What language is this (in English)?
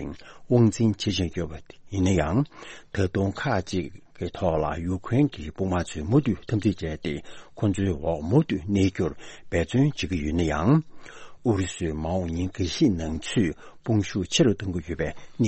Tibetan